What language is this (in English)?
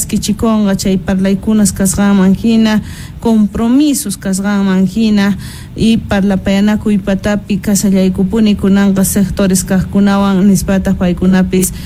Quechua